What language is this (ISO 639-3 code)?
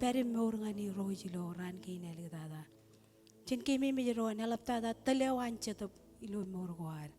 mah